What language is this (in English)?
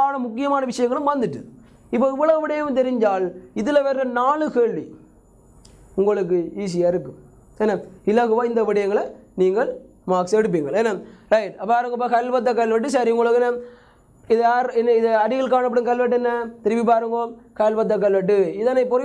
Tamil